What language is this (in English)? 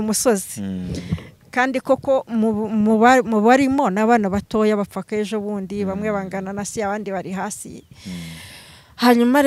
Kinyarwanda